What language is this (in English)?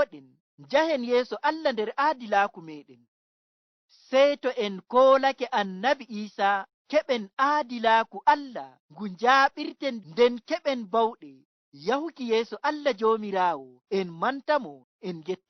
Nigerian Fulfulde